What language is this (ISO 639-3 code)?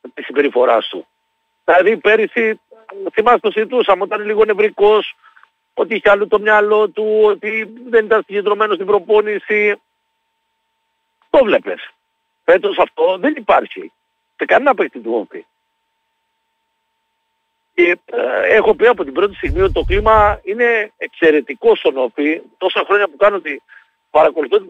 ell